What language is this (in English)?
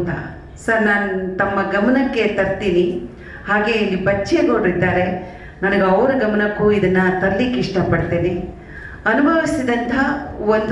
Kannada